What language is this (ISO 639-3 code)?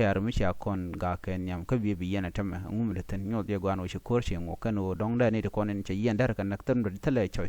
nus